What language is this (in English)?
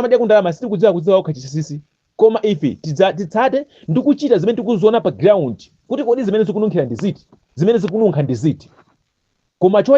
Nyanja